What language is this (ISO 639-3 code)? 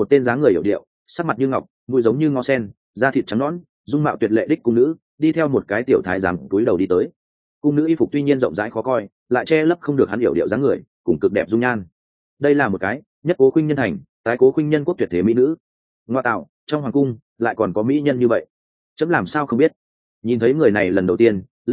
vie